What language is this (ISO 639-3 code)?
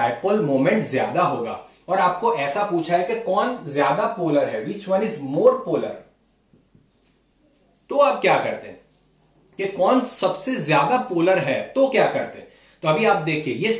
hin